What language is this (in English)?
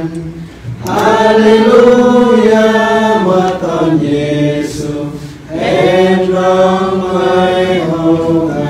Central Mnong